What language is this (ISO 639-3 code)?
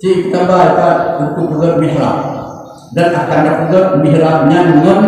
ace